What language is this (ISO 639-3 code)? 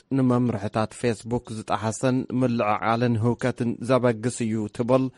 tir